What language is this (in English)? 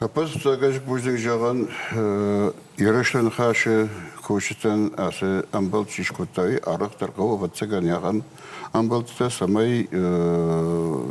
Ossetic